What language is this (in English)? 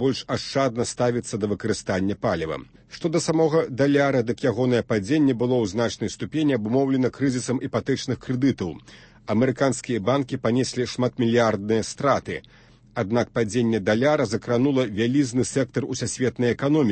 Belarusian